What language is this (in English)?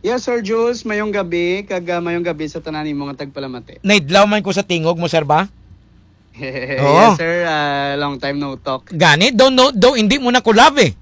Hiligaynon